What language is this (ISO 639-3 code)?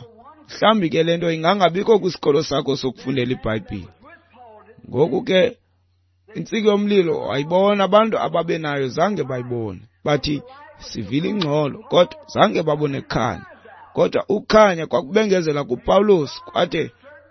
xho